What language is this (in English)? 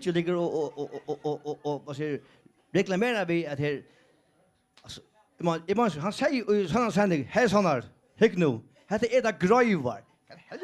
Faroese